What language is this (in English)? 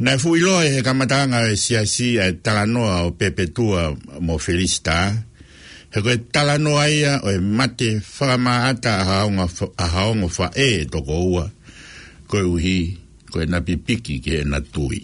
Tongan